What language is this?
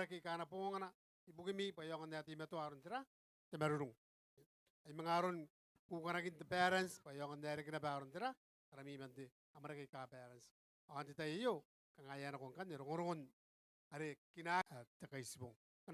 Gilbertese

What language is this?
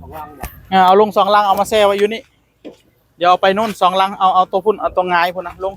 Northeastern Thai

